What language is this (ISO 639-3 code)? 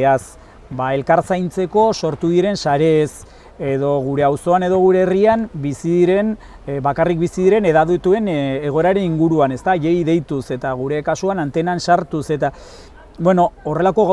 eus